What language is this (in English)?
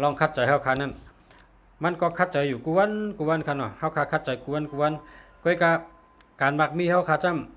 Shan